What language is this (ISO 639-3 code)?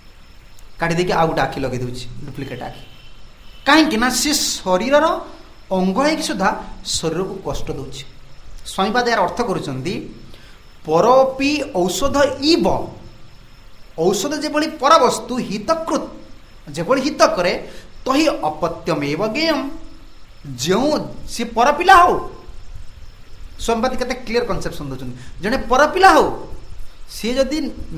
ori